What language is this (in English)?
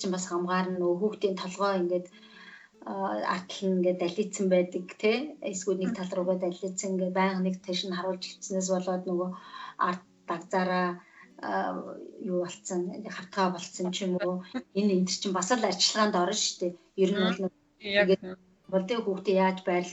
Mongolian